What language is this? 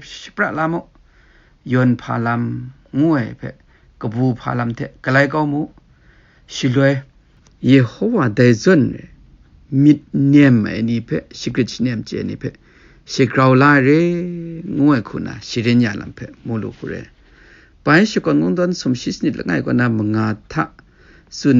Kachin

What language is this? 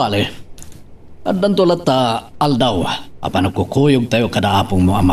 Iloko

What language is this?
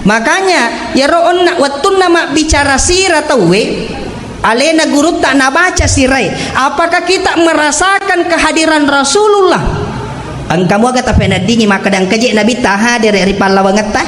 Buginese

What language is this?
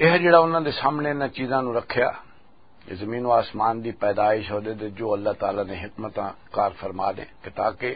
Western Panjabi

